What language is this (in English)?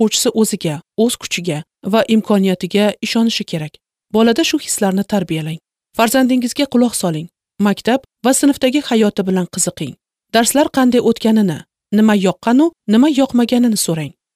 Uzbek